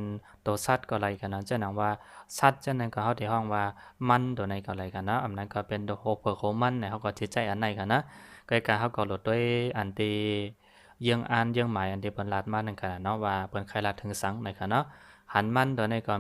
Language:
Shan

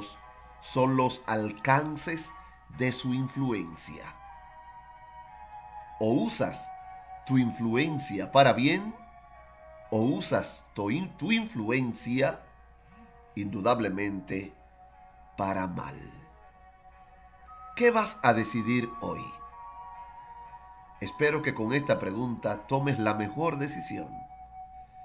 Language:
Spanish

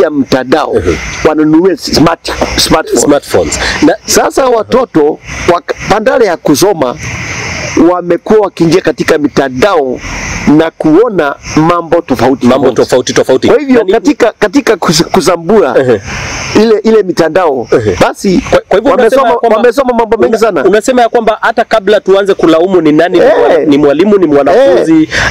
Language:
Swahili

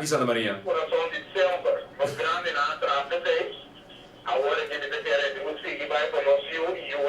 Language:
Papiamento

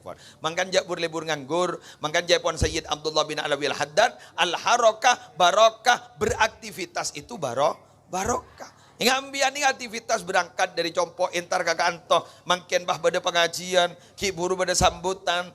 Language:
Madurese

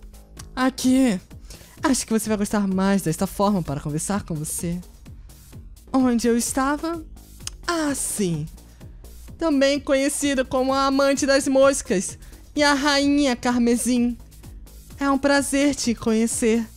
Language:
Portuguese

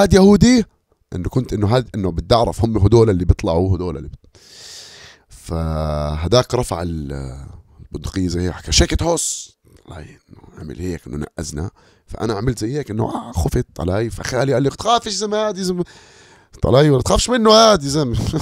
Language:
North Levantine Arabic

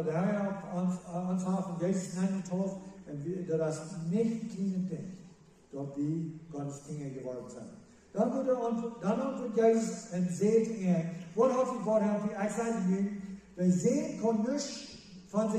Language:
Plautdietsch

